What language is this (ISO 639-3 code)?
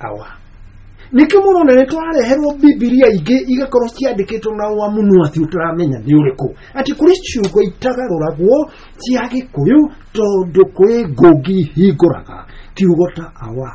kik